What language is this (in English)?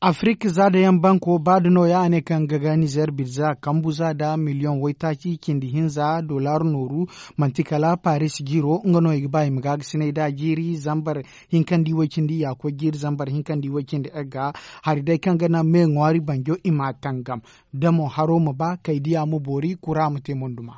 Zarma